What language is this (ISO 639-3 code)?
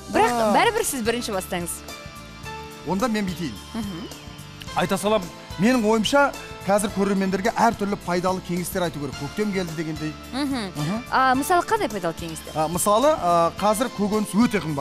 kaz